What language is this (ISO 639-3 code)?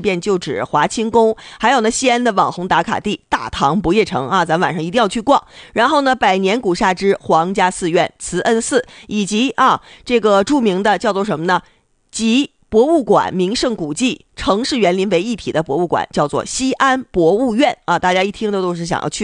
zho